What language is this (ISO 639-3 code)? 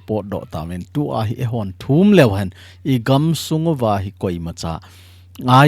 tcz